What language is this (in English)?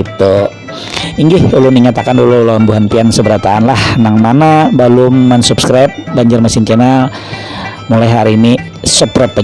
Banjar